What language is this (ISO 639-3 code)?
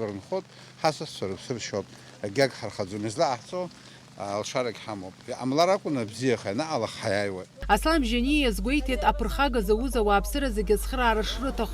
abk